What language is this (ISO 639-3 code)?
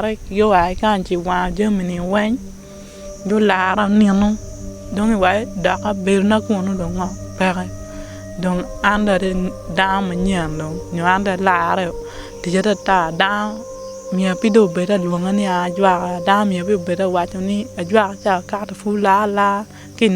ach